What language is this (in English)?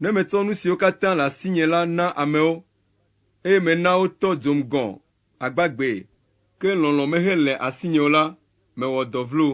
Ewe